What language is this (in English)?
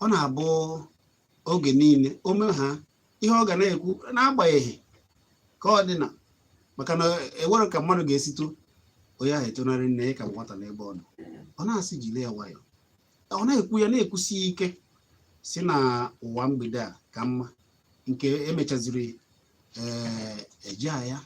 Igbo